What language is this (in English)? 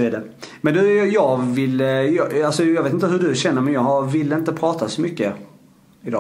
Swedish